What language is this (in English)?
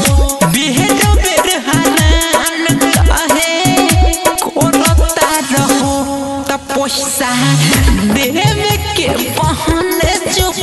Bhojpuri